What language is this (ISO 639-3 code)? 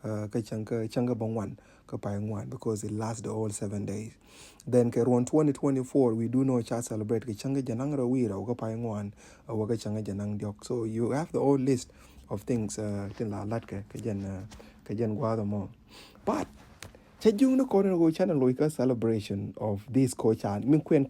nus